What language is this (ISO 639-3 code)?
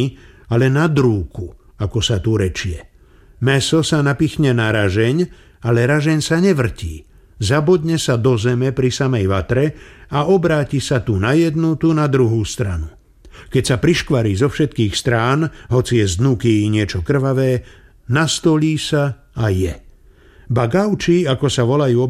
slk